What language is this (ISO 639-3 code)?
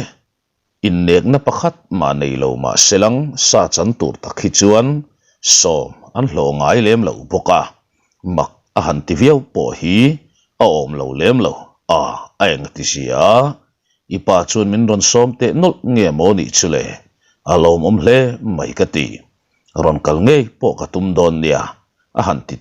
lus